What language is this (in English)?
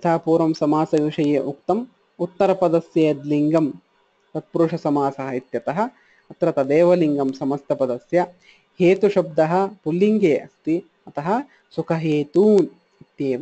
Sanskrit